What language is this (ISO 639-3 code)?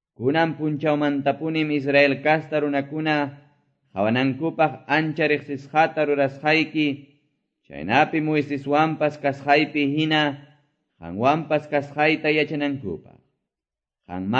que